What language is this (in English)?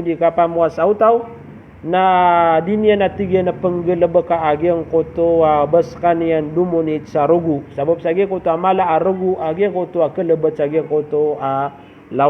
Maranao